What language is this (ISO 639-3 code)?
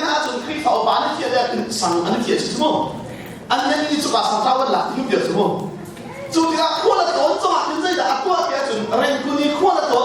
cnh